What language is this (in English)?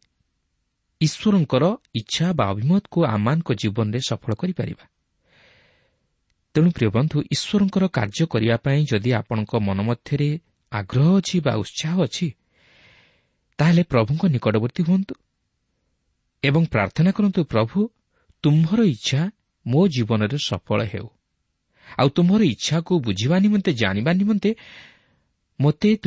Odia